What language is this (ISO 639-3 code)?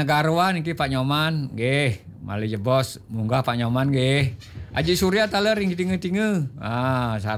ban